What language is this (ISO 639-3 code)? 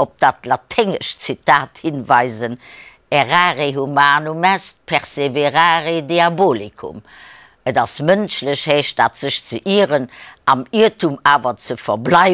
ltz